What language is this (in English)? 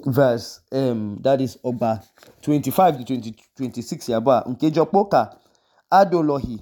Idoma